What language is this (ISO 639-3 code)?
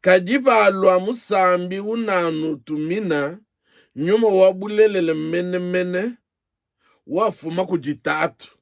lua